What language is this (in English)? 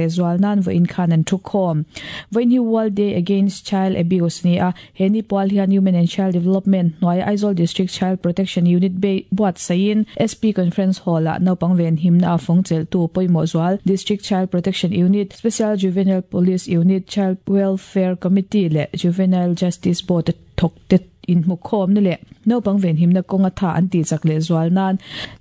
Mizo